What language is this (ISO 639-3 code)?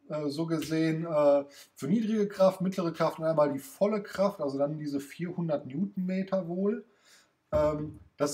deu